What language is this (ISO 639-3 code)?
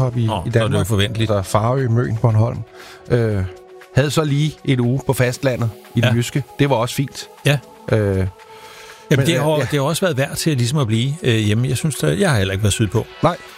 dan